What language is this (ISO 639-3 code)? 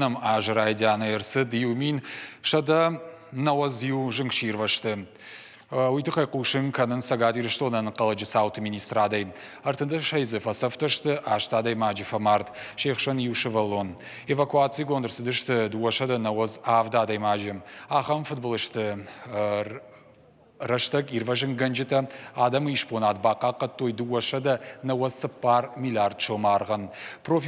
oss